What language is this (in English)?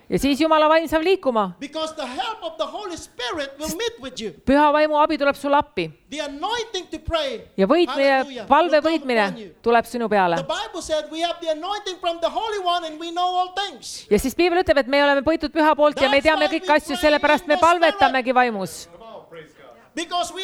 Estonian